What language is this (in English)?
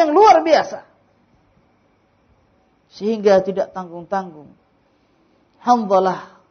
Indonesian